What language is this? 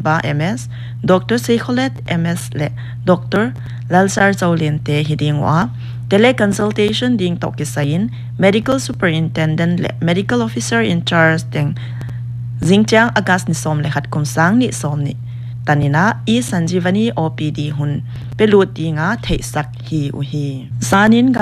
Paite Chin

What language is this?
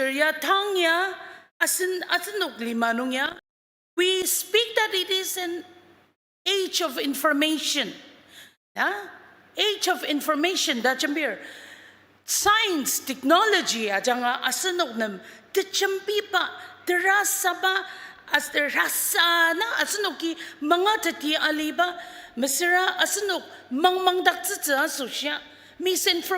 Ao Naga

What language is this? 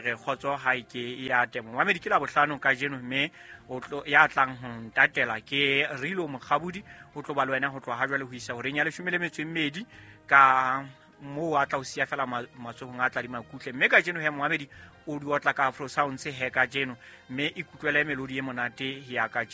Southern Sotho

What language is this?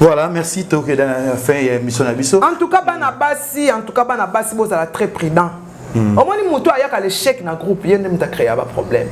Lingala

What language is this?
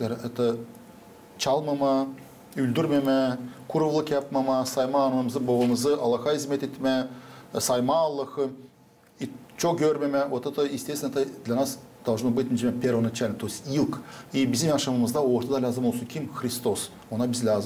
Gagauz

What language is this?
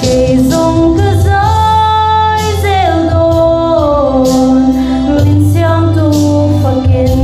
Hmar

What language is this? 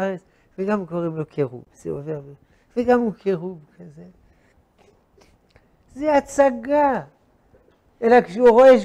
Hebrew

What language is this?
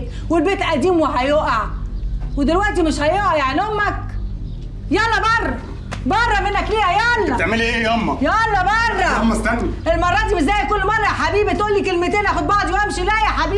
Egyptian Arabic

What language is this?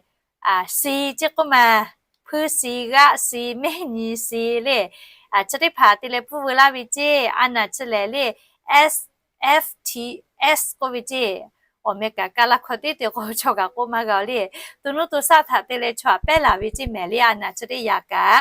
Lahu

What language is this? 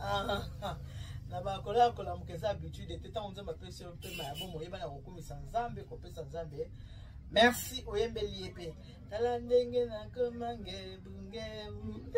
Lingala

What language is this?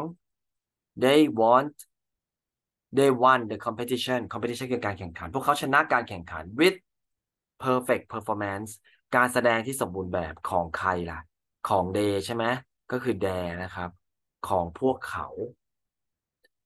Thai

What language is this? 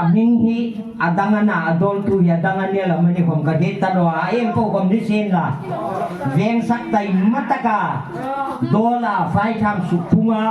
Hmar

